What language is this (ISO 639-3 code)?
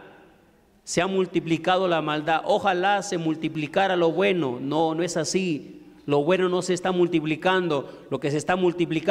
spa